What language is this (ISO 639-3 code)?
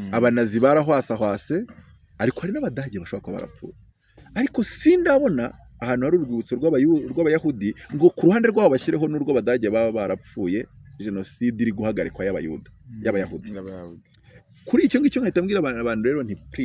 kin